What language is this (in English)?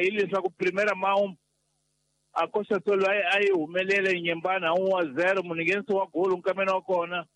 Tsonga